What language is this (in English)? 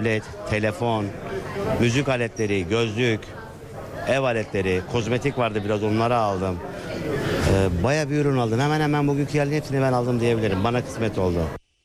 Turkish